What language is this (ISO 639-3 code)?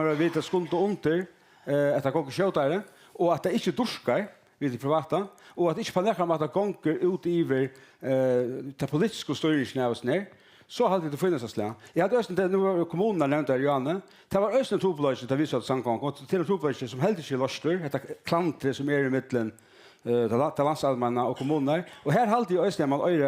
fao